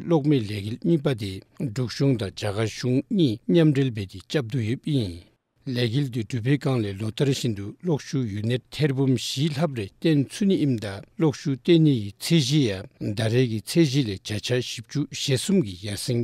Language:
Dzongkha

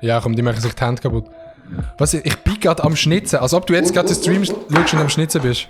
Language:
Swiss German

